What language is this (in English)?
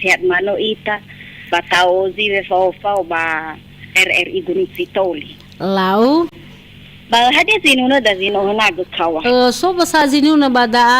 Nias